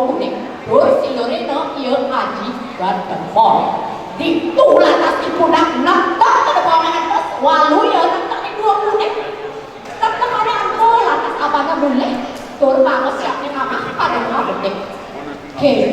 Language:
Balinese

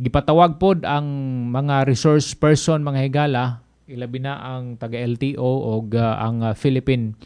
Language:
Cebuano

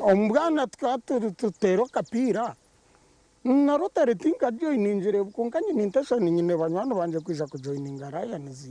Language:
Nyankole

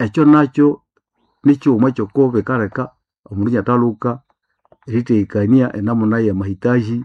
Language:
Nande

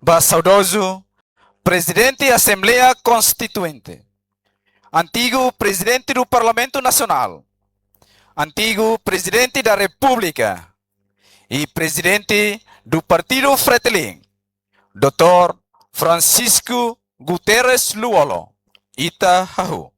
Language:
Tetum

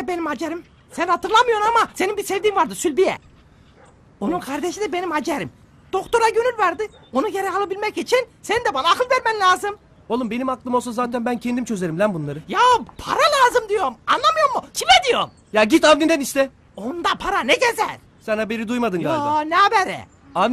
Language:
Turkish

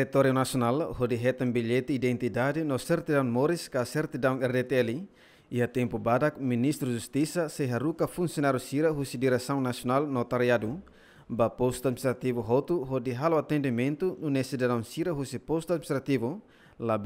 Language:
Tetum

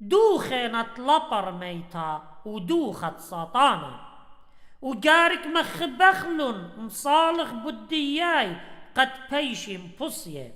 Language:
Assyrian Neo-Aramaic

